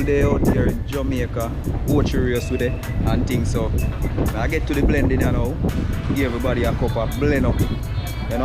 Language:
Jamaican Creole English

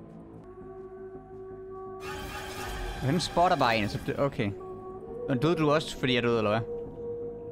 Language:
Danish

